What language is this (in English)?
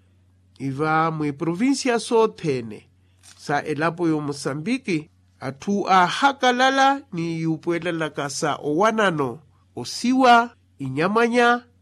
Makhuwa